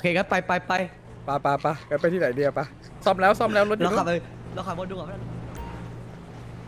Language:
Thai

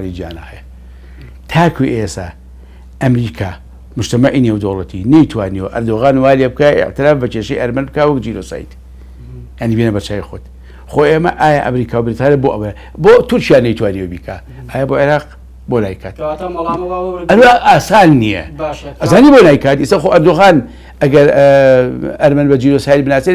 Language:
Central Kurdish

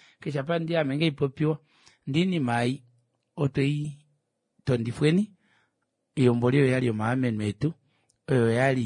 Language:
Kuanyama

